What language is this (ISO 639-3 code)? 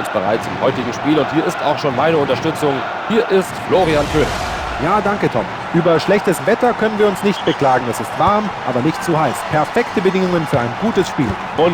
bar